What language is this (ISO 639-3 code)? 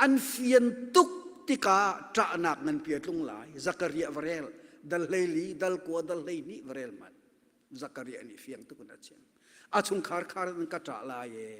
cnh